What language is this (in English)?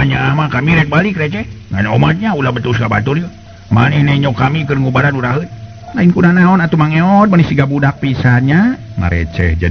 Sundanese